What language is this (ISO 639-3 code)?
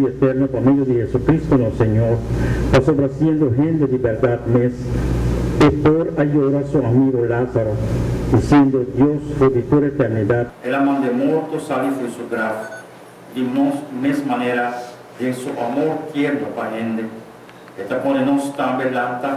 pap